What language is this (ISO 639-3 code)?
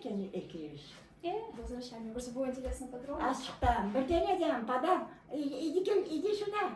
crh